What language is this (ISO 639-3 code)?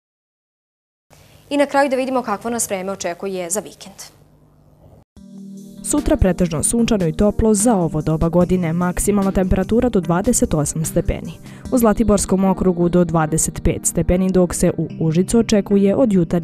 srp